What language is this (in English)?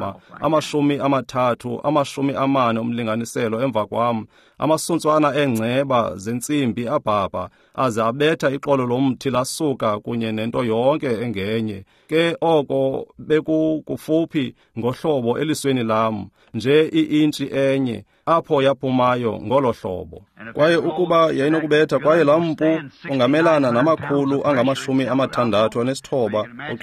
Xhosa